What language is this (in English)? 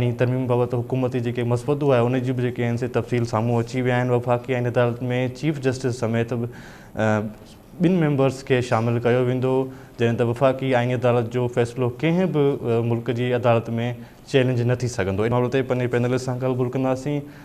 Sindhi